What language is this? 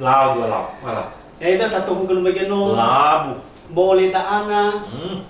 Nias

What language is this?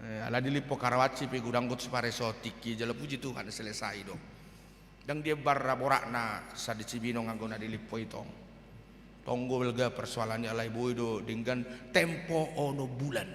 Batak Toba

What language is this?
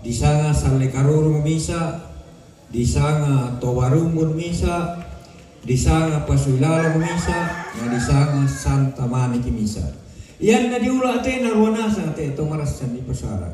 Toraja-Sa'dan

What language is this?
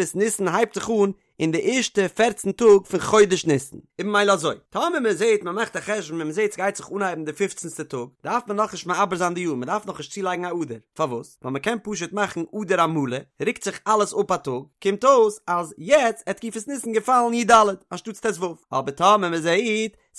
Yiddish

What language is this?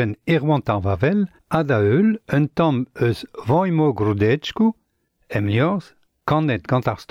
Breton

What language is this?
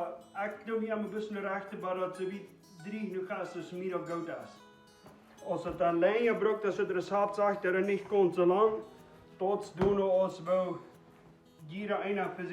Plautdietsch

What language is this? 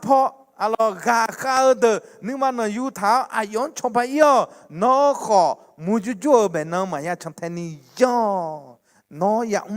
Akha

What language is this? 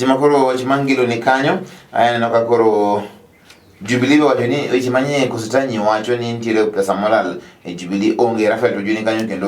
Luo (Kenya and Tanzania)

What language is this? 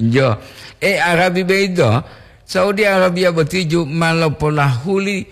Gorontalo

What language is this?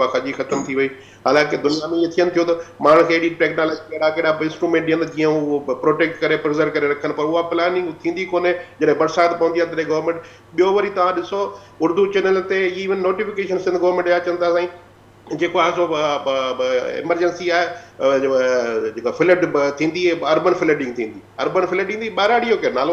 Sindhi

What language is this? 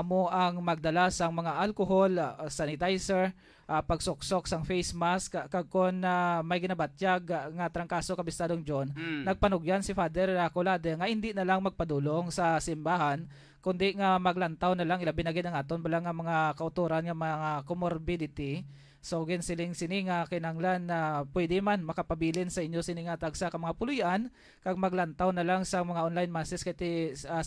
Hiligaynon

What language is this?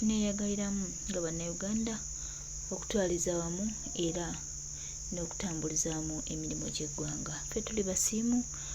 Ganda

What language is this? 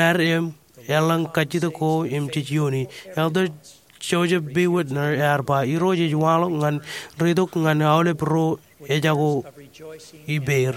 Marshallese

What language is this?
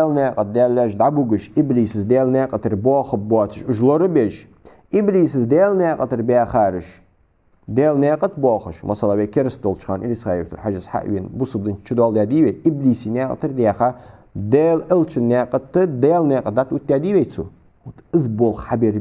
Ingush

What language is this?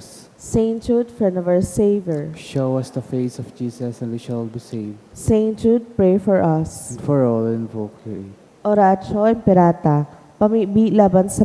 Bikol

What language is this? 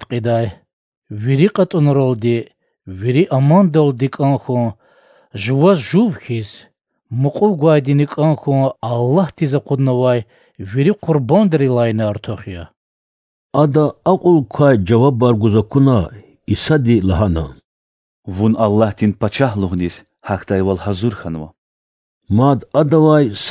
Lezghian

